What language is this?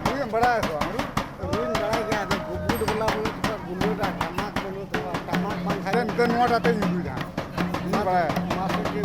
Santali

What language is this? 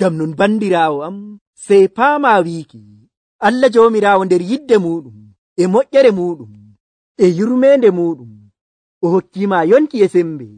Nigerian Fulfulde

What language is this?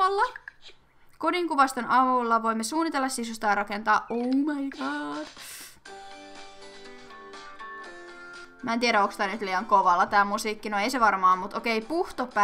Finnish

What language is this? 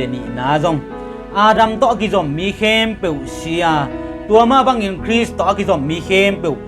Tedim Chin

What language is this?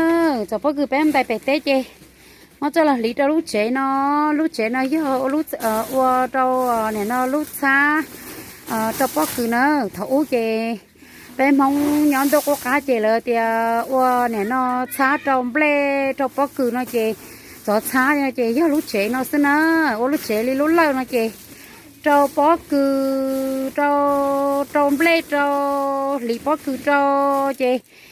Hmong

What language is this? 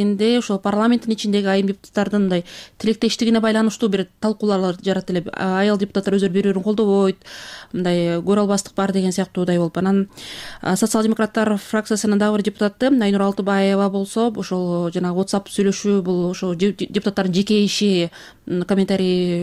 Kyrgyz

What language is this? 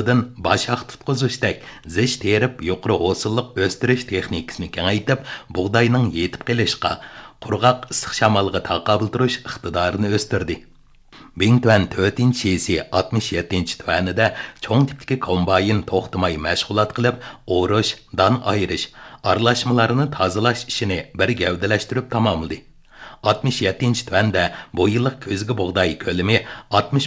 Uyghur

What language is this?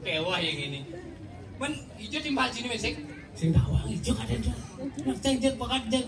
Balinese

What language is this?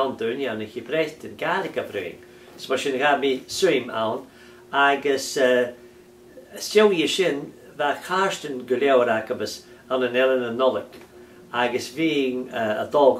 Scottish Gaelic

